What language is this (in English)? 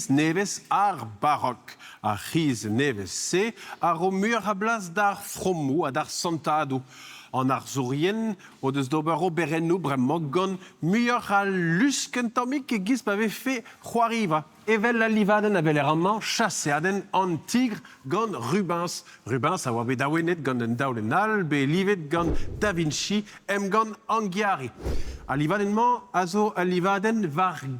Breton